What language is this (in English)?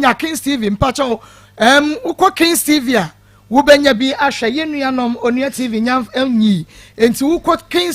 Akan